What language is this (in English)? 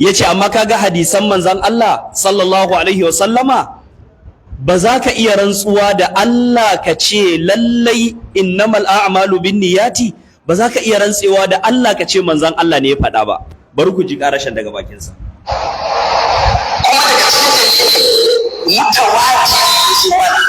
Hausa